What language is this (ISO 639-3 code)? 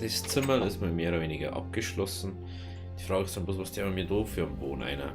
bar